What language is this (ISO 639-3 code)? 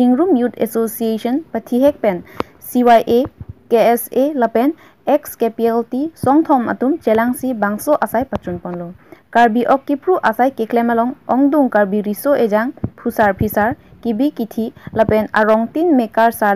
mjw